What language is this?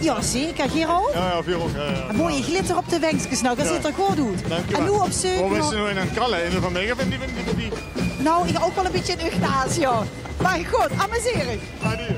Limburgish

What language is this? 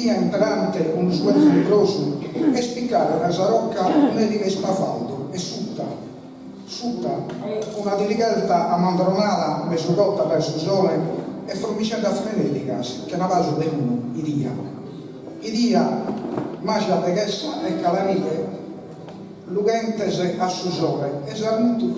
Sardinian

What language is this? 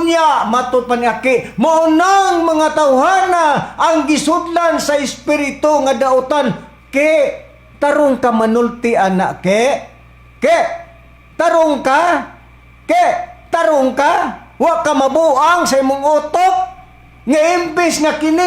Cebuano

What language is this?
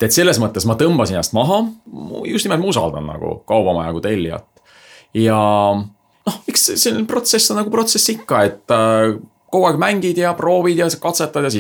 Estonian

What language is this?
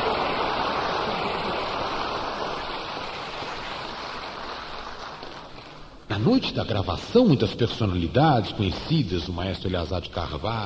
Portuguese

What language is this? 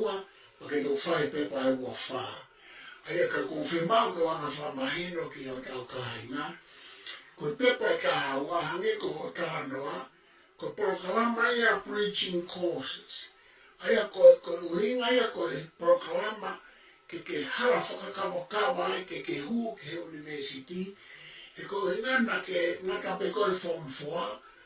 Tongan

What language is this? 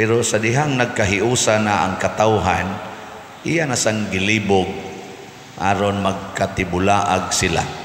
Cebuano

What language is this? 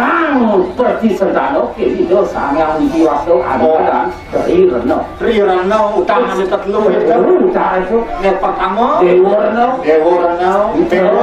Balinese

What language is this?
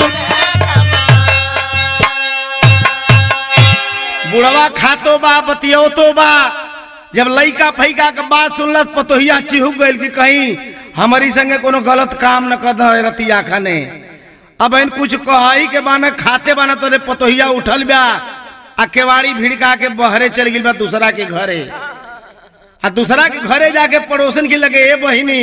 Bhojpuri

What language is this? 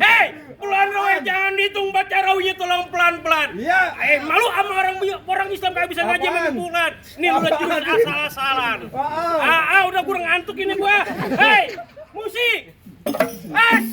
Betawi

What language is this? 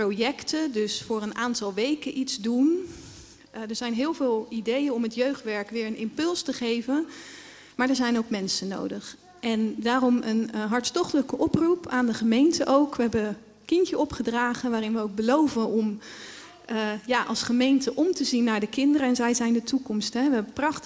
Dutch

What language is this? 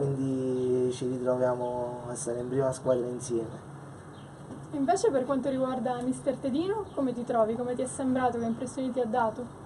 Italian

